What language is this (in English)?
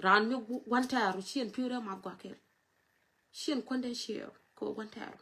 Nuer